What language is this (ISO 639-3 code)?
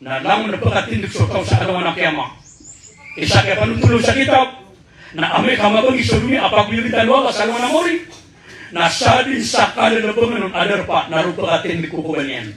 mrw